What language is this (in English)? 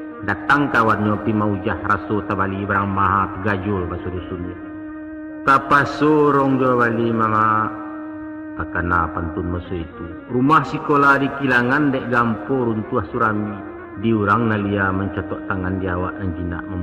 Minangkabau